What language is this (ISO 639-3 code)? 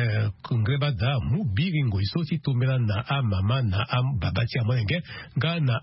sag